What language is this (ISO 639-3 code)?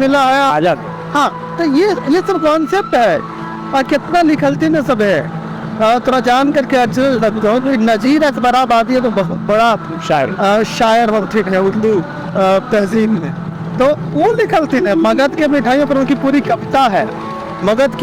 mag